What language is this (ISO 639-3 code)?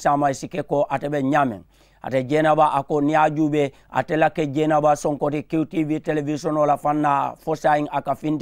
man